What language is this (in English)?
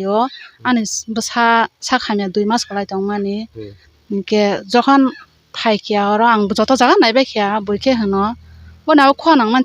Kok Borok